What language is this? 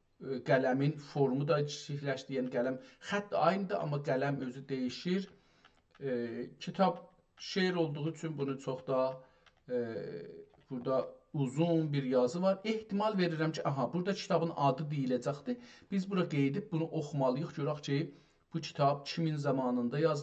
South Azerbaijani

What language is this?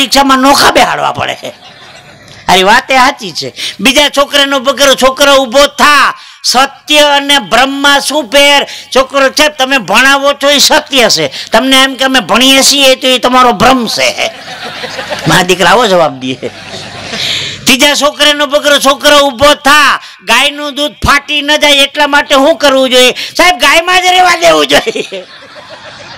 Gujarati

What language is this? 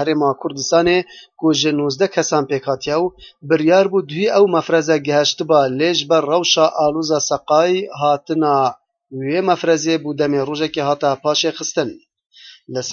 Kurdish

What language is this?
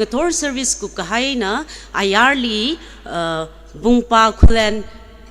Tangkhul Naga (India)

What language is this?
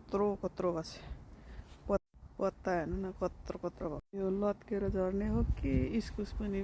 Nepali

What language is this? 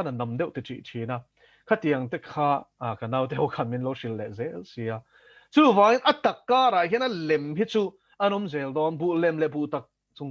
Mizo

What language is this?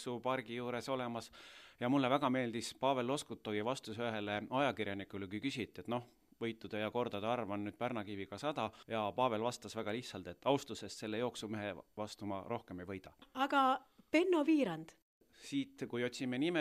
Estonian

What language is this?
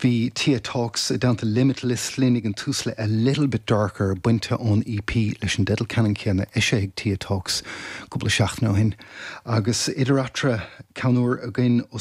Irish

